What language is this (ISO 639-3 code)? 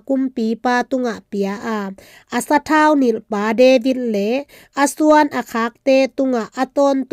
ctd